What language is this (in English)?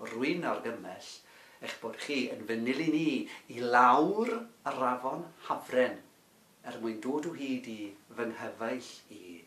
Welsh